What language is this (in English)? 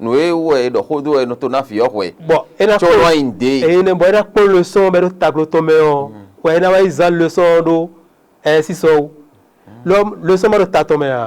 Fon